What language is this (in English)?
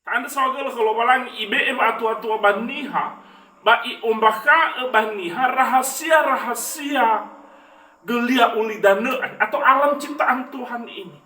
Nias